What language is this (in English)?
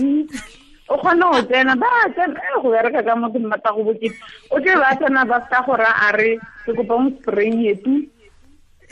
Tswana